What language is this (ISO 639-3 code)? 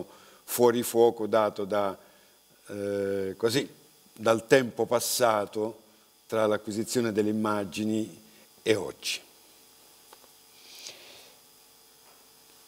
ita